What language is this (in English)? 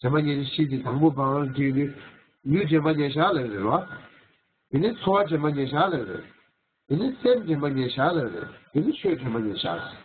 Tibetan